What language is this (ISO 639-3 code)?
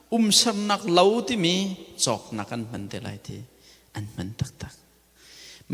cnh